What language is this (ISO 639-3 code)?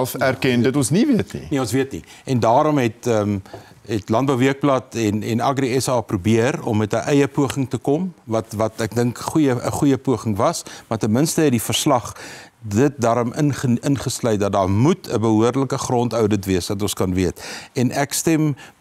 afr